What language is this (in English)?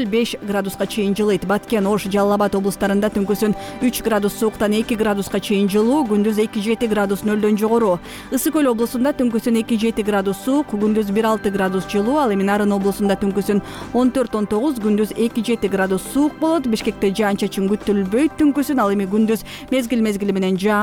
Kyrgyz